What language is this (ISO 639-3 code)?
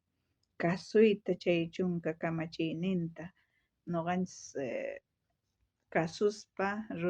quh